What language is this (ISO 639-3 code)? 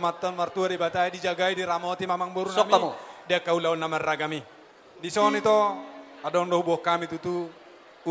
bbc